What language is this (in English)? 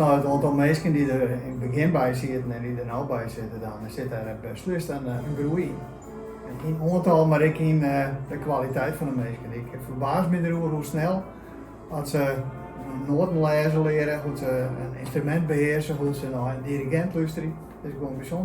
Western Frisian